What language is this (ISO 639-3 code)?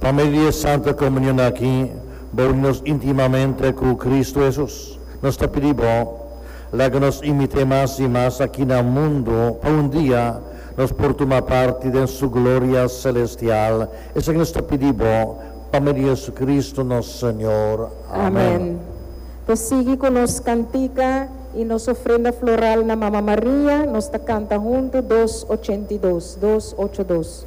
pap